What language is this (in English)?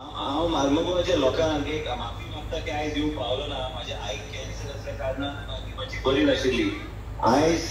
Konkani